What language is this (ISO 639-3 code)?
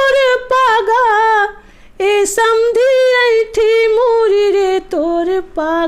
hne